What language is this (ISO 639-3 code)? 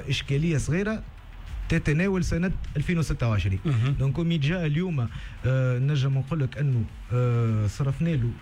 aeb